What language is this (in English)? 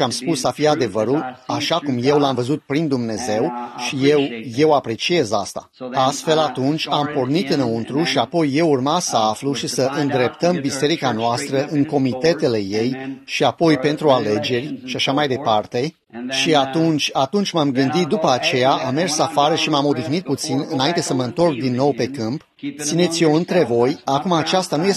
Romanian